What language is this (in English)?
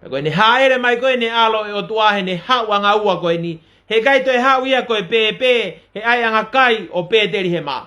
Tongan